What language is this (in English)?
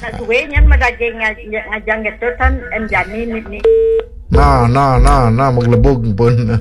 Balinese